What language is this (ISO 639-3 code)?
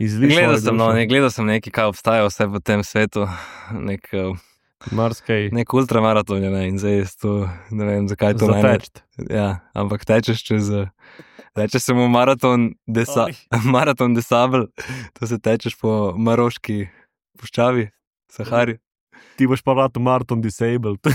slv